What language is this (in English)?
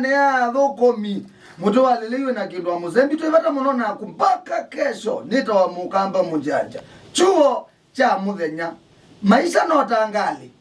Kamba